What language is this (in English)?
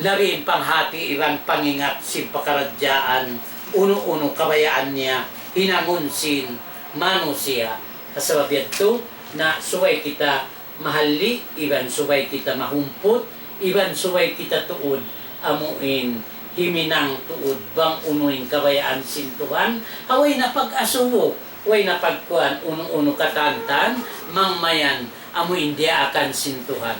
Tausug